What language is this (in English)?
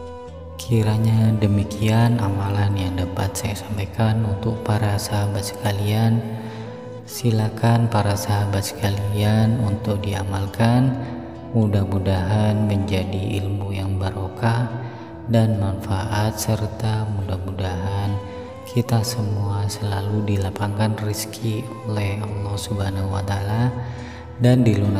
Indonesian